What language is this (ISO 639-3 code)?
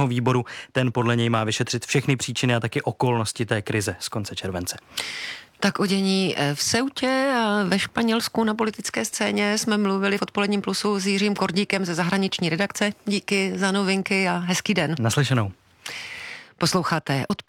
ces